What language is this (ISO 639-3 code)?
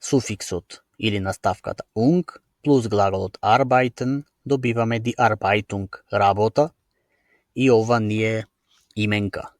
mkd